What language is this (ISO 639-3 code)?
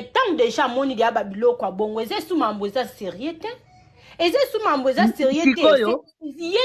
lin